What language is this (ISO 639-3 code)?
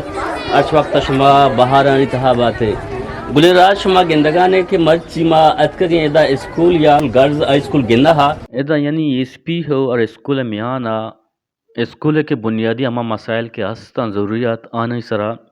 bgp